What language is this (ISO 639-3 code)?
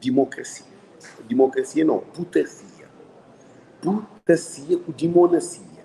kea